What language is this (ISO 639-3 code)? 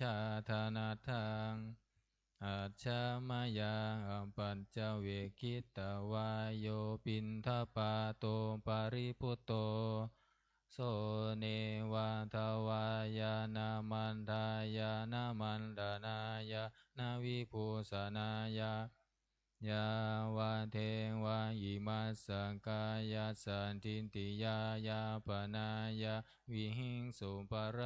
pli